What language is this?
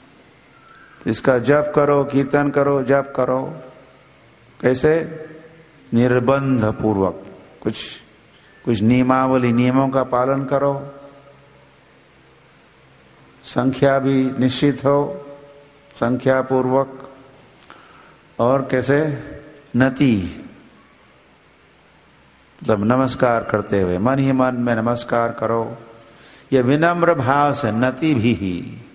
Hindi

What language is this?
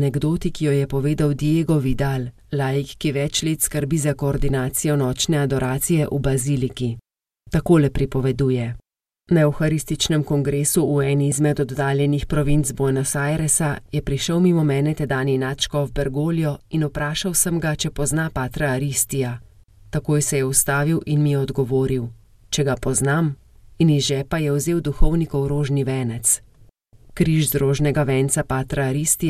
Slovenian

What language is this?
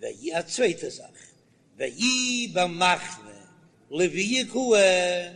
Yiddish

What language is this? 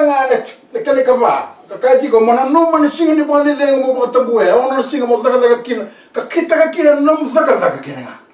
Fijian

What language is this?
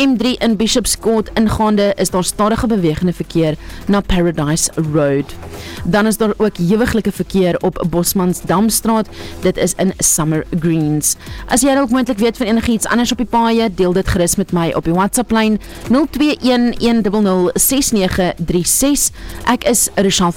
Afrikaans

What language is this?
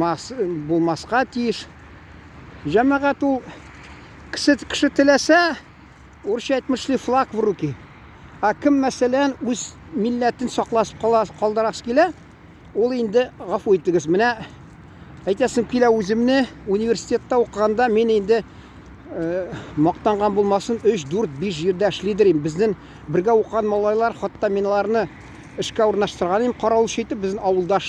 Tatar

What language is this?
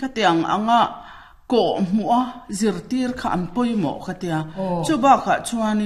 Mizo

